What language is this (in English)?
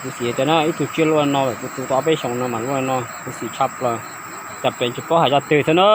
Hmong